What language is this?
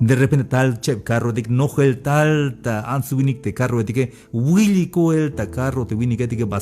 Tzeltal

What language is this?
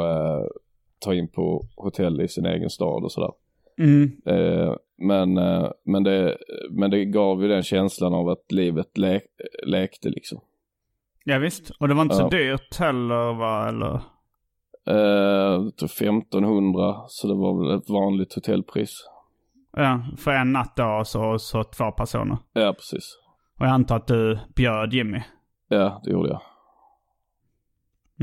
Swedish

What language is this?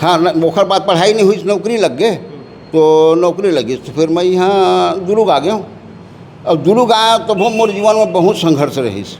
Chhattisgarhi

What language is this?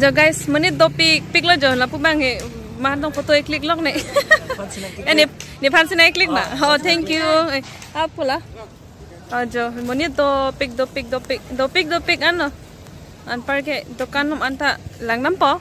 Karbi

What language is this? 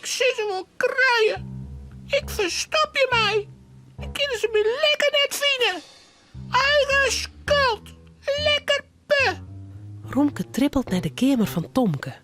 Western Frisian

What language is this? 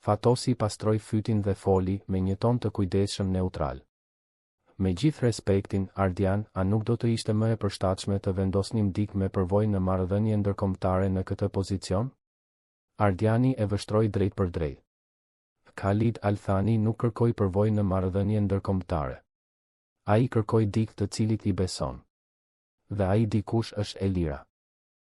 Albanian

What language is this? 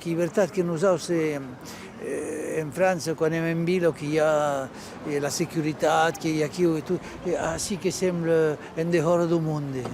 Occitan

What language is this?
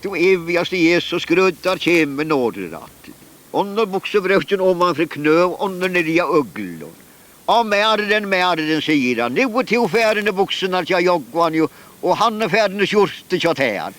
Faroese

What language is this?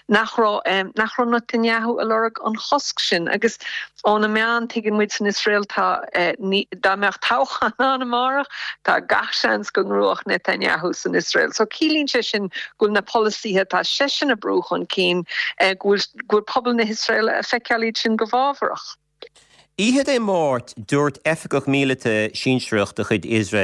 Irish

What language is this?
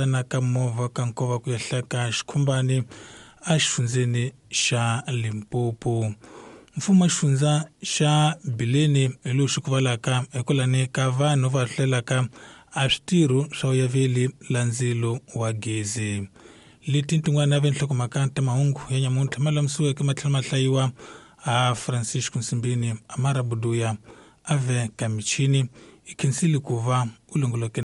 Tsonga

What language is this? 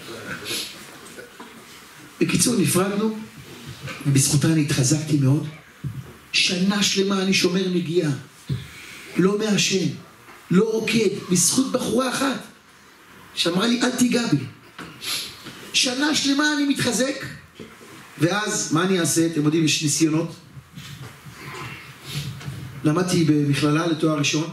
Hebrew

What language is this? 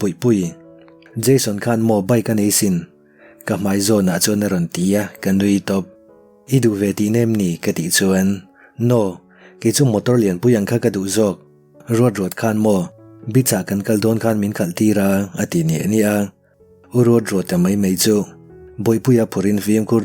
Mizo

